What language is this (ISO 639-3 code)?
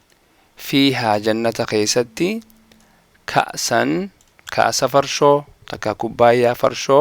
orm